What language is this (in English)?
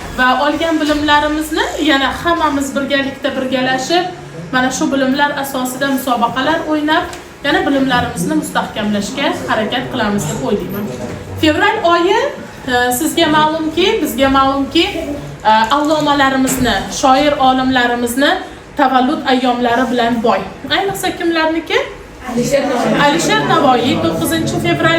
Uzbek